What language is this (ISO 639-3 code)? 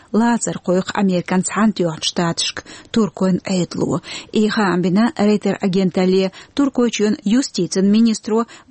che